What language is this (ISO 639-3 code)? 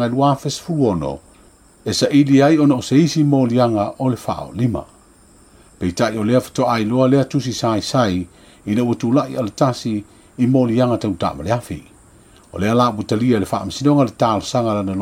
smo